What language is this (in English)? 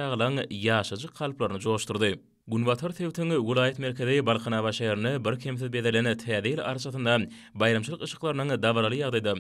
Turkmen